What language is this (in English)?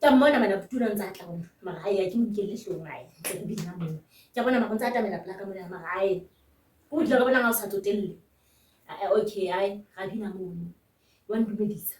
Southern Sotho